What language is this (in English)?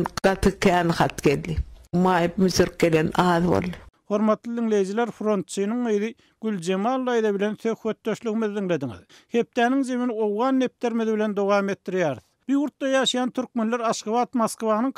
Turkmen